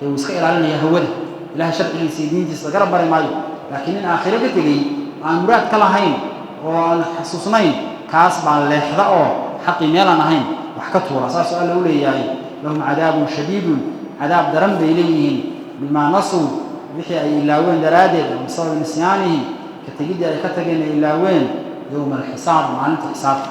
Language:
Somali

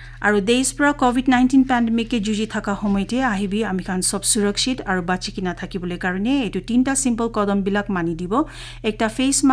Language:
Naga Pidgin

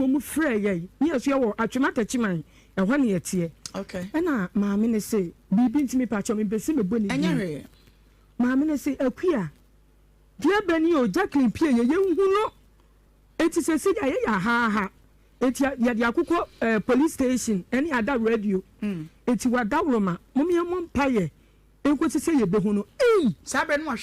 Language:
Akan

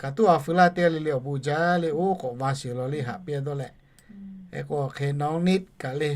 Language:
Lahu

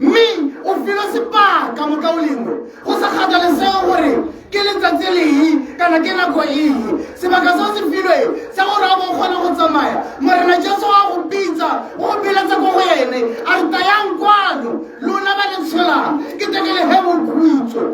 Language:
Tswana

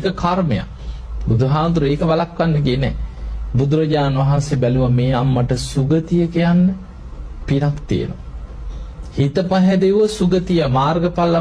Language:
Sinhala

